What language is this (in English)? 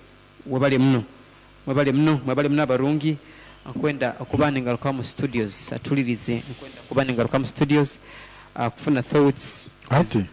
Nyoro